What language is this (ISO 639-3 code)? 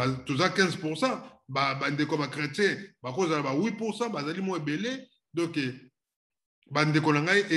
lin